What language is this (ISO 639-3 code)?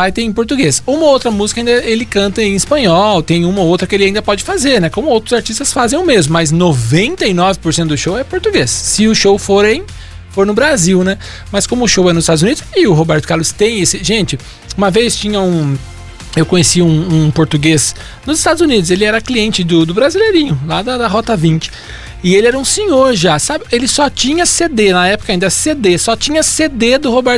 por